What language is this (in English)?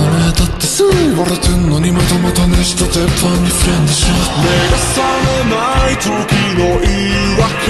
Japanese